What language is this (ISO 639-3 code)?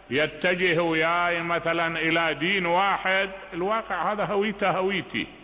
acm